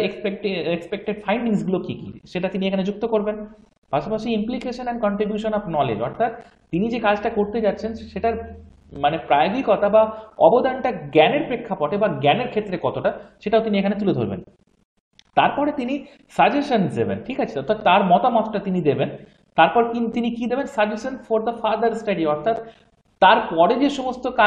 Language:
Bangla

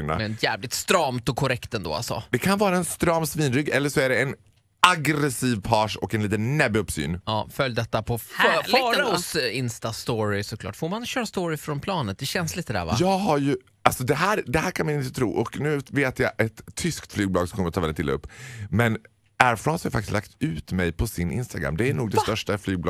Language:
Swedish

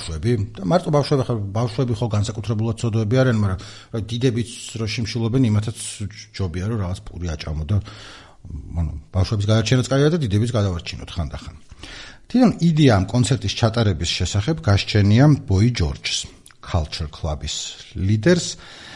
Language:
Georgian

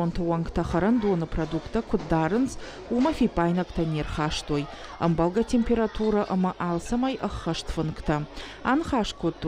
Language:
Ossetic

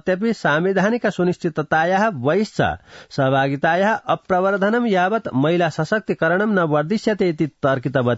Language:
Sanskrit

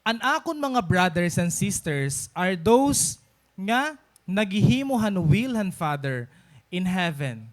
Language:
Waray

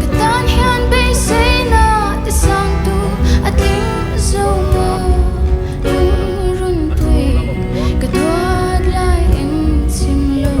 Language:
Mizo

